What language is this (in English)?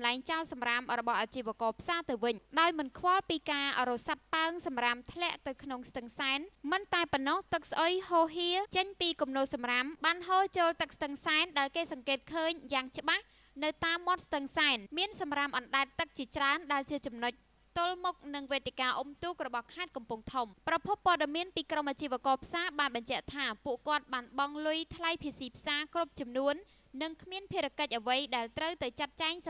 Khmer